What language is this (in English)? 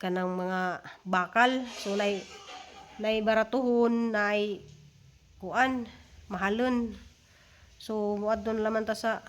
Cebuano